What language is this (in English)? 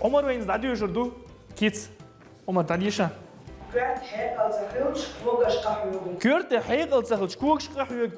Chechen